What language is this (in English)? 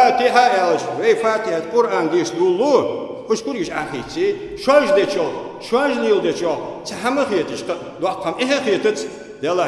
Ingush